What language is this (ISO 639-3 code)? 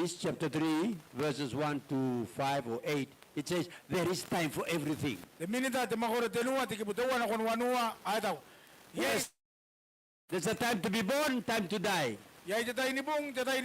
gil